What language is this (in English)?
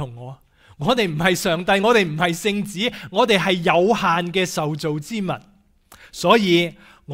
Cantonese